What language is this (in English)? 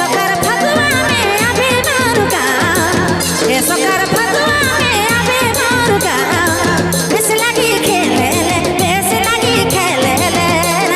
Sadri